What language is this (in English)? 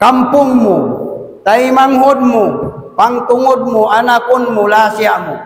Tausug